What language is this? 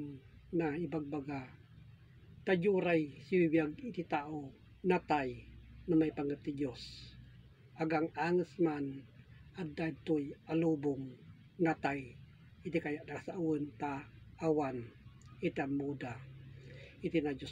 Iloko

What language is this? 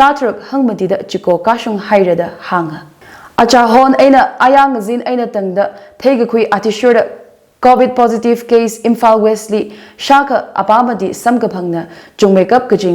Tangkhul Naga (India)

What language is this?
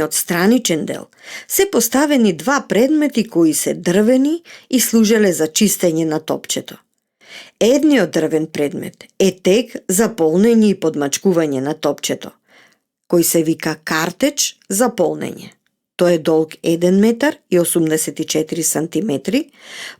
Macedonian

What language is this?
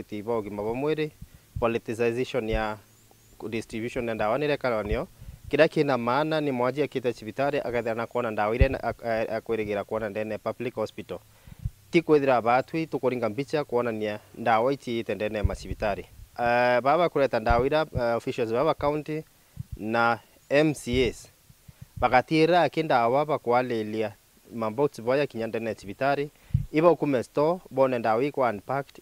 Meru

